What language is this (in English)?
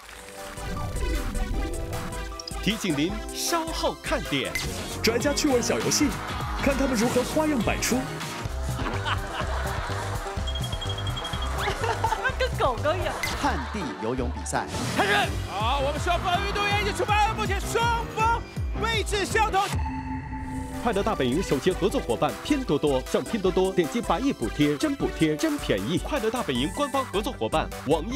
Chinese